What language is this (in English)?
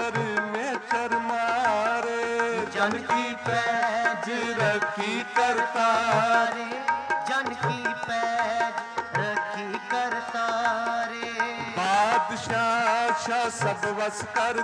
Punjabi